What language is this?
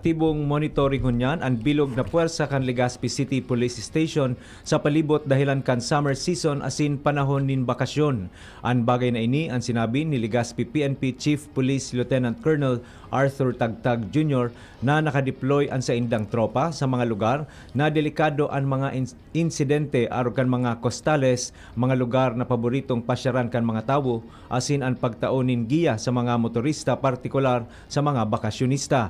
Bikol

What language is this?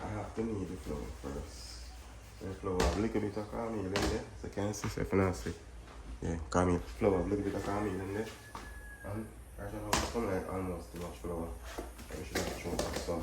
Jamaican Creole English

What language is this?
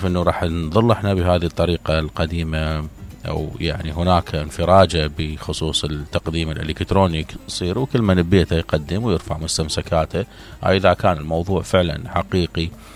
Mesopotamian Arabic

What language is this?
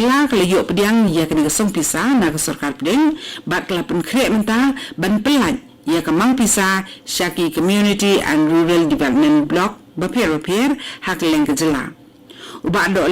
Khasi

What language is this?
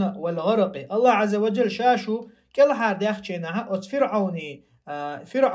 Chechen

